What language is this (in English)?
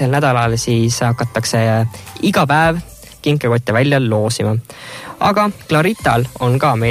Estonian